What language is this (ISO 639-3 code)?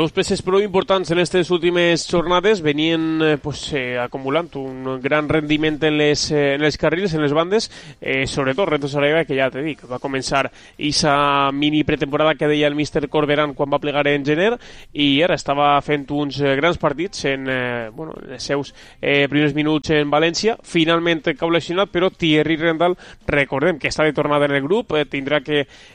cat